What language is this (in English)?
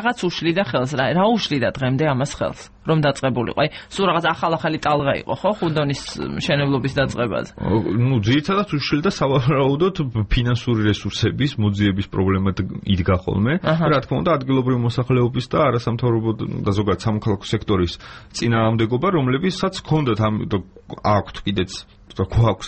Georgian